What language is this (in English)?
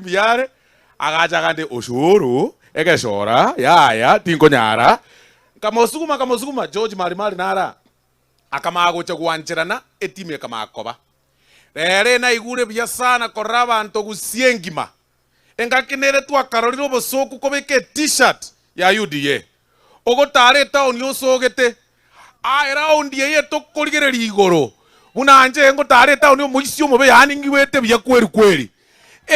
Gusii